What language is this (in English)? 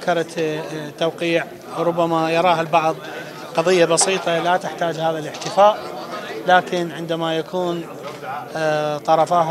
Mesopotamian Arabic